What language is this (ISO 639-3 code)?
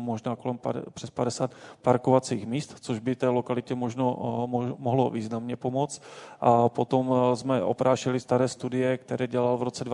ces